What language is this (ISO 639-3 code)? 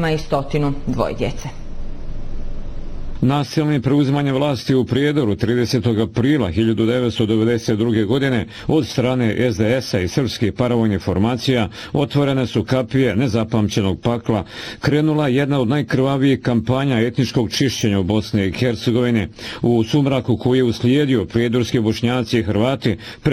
bos